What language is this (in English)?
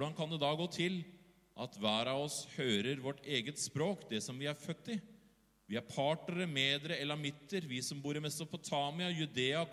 Norwegian